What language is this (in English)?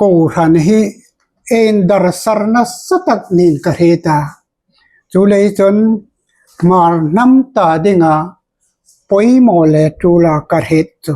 Hmar